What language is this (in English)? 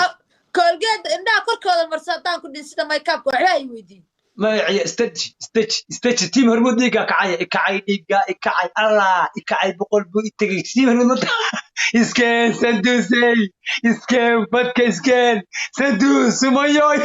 Somali